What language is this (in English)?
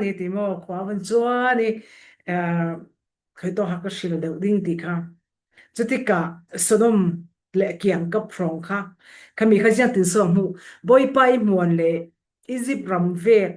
Falam Chin